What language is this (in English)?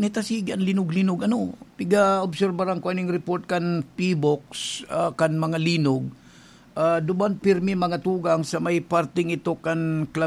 Bikol